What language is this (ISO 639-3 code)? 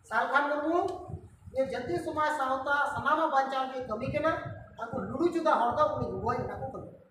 sat